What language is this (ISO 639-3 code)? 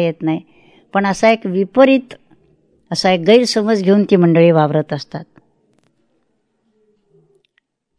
mar